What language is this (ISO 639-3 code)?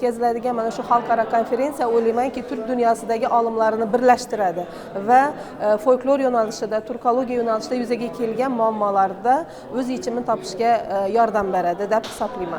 uzb